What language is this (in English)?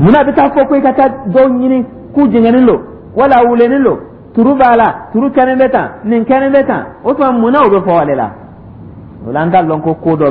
Dyula